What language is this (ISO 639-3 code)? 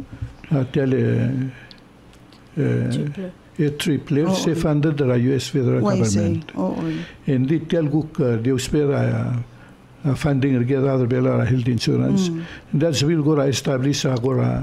pau